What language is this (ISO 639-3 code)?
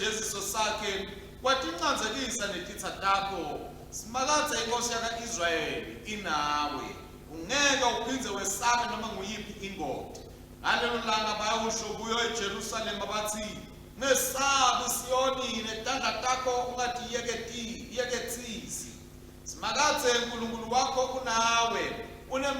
ssw